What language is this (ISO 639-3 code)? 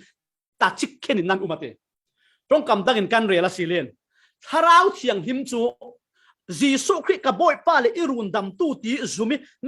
cfm